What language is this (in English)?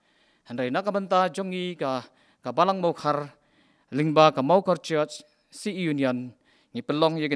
Khasi